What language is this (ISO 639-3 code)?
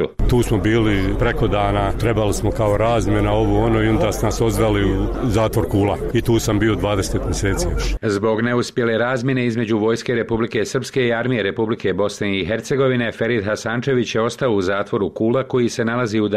bos